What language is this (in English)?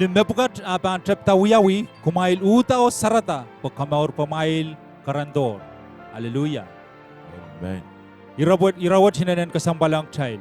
Pohnpeian